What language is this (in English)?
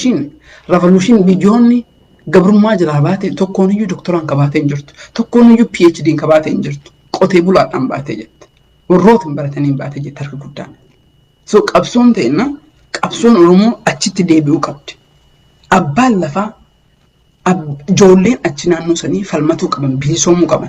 Oromo